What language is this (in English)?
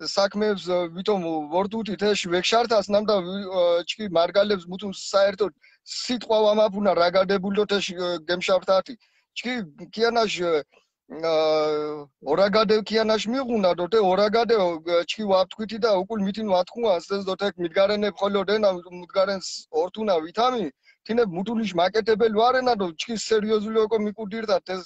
Mingrelian